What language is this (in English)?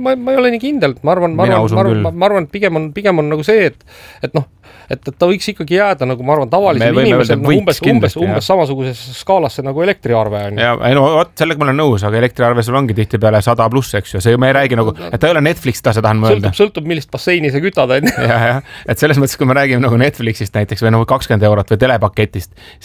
Estonian